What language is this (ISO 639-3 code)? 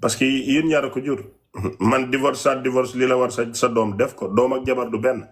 wol